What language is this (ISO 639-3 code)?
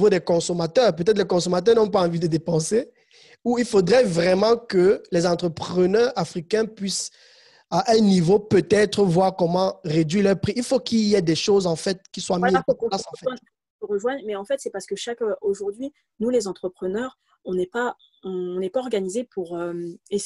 fra